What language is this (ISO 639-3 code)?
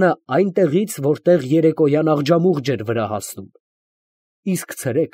hye